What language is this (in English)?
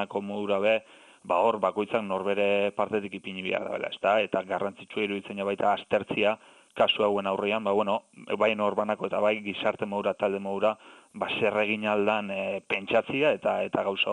Basque